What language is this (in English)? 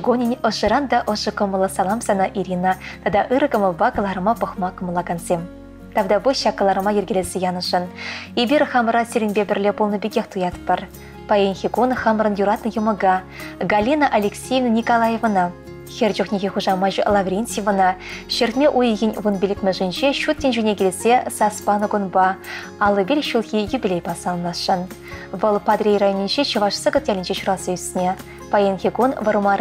Chuvash